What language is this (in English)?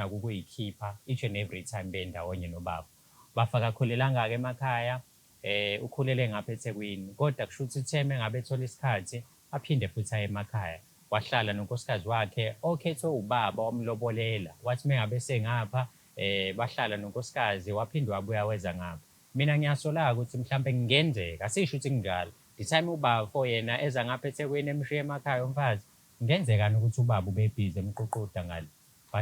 Zulu